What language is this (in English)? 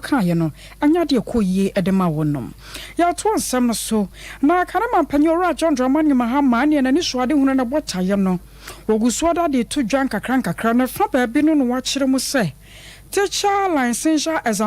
Akan